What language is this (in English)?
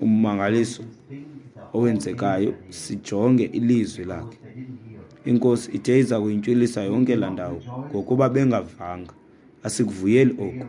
Xhosa